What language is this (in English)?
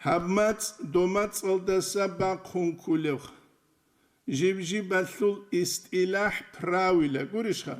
Avaric